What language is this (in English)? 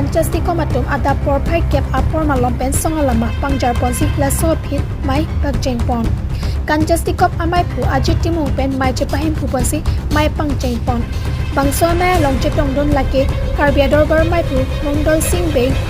Karbi